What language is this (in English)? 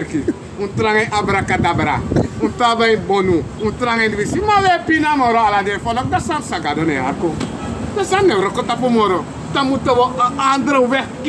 Sranan Tongo